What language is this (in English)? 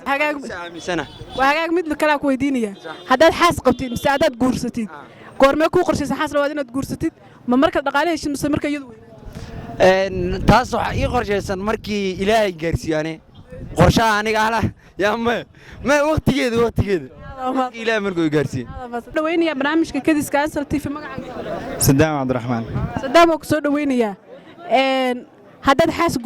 Somali